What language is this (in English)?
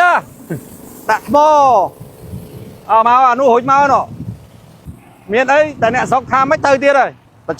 Khmer